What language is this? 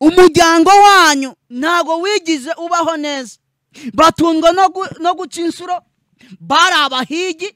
Kinyarwanda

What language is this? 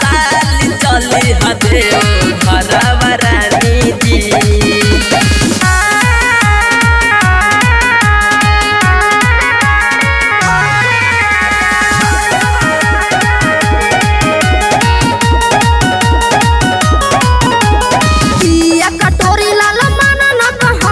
Bhojpuri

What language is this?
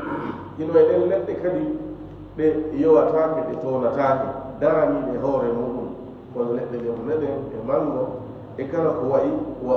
Fula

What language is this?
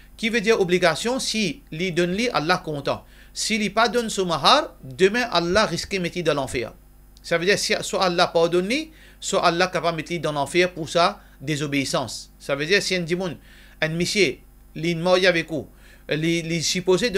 Morisyen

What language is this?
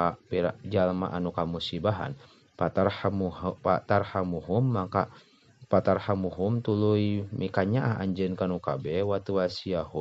Sundanese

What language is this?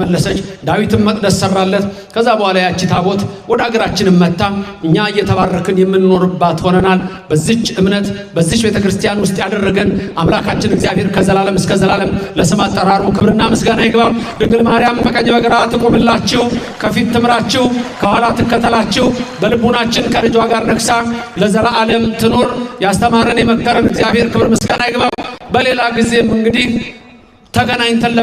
Amharic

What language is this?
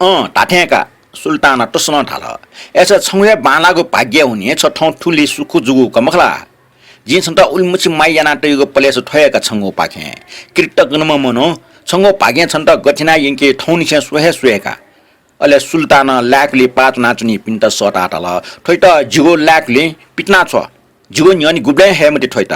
Newari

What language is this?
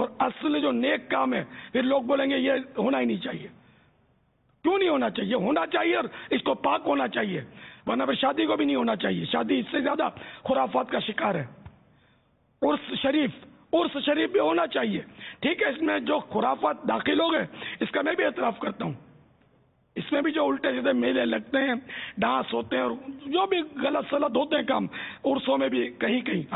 Urdu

